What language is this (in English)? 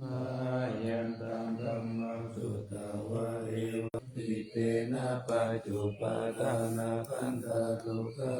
Pali